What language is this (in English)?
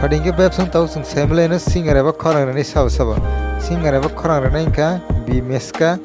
Kok Borok